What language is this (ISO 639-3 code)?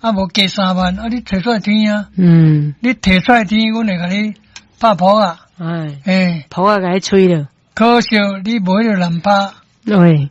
nan